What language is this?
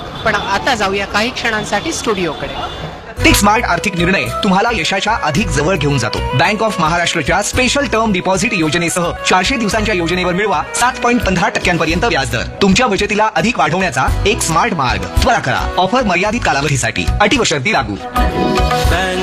Marathi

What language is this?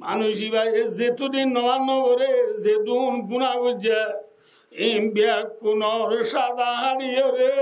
Rohingya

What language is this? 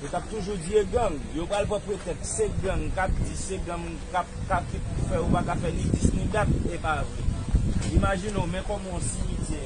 Haitian Creole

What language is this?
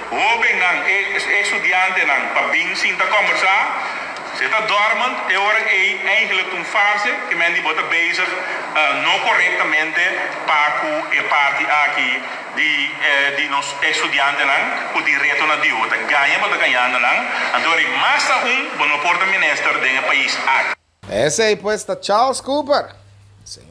Papiamento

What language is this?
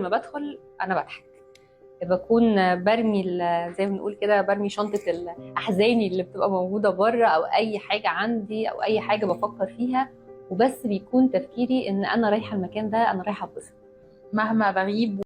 Egyptian Arabic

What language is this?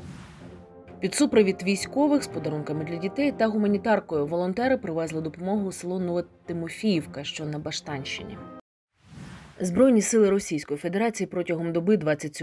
Ukrainian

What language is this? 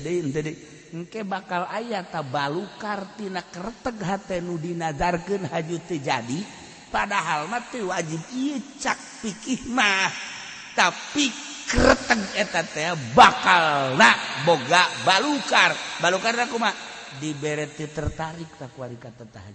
Sundanese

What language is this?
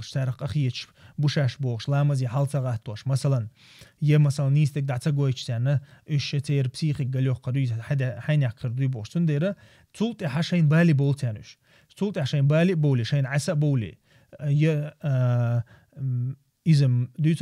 Chechen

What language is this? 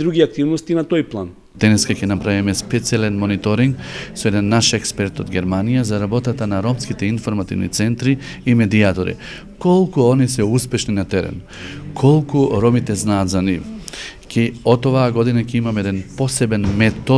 Macedonian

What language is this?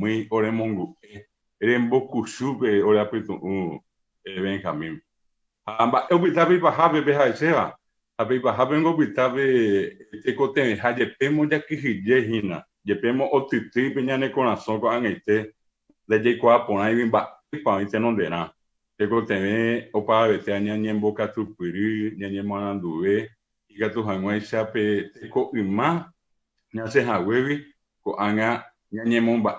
Guarani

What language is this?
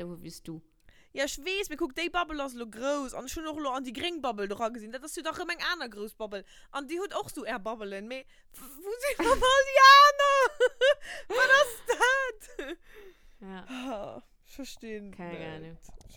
Luxembourgish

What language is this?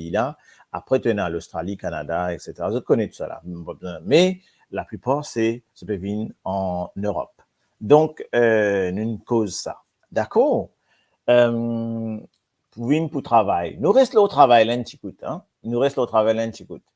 Morisyen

